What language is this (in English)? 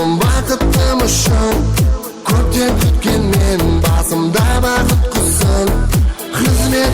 Kara-Kalpak